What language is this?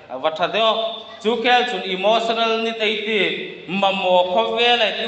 Hmar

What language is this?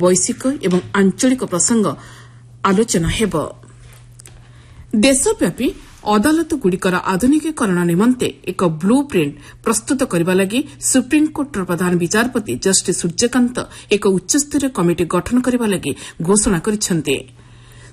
Odia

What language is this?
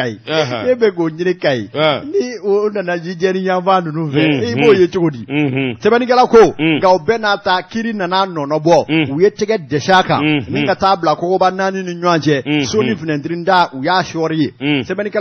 Bambara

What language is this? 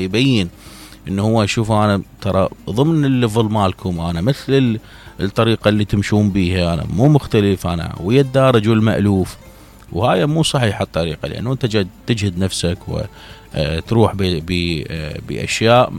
Mesopotamian Arabic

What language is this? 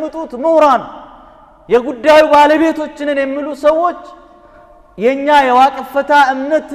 Amharic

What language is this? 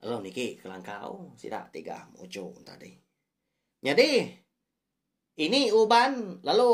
Iban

